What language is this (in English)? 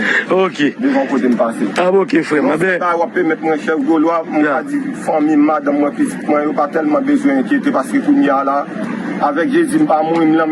Haitian Creole